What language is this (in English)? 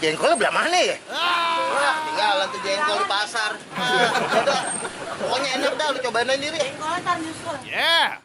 Betawi